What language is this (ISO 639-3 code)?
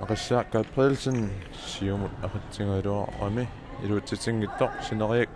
kal